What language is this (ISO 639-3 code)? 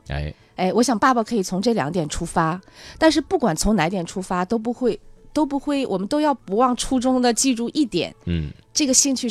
zho